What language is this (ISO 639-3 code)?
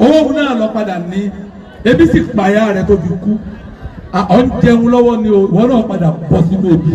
yor